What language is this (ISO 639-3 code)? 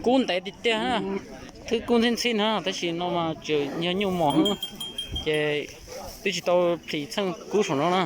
hmn